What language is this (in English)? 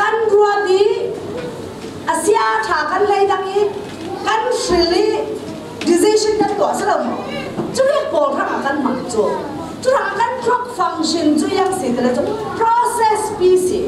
Falam Chin